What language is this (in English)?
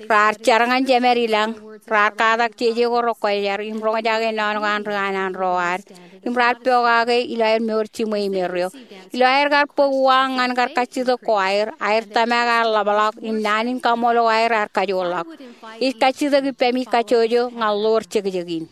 Marshallese